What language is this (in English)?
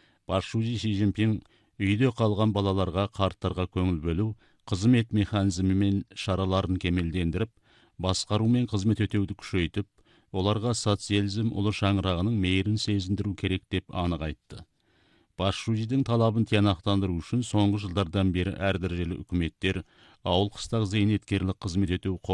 Kazakh